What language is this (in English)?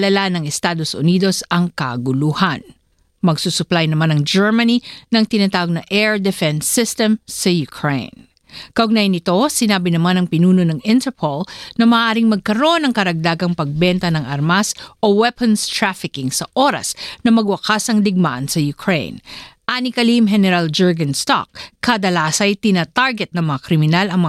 Filipino